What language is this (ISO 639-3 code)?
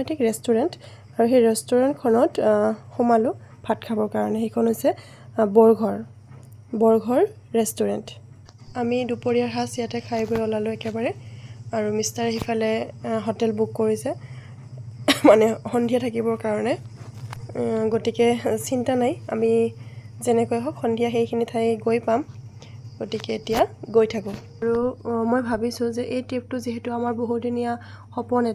asm